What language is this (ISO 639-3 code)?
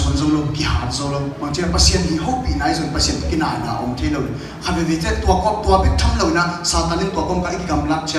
ctd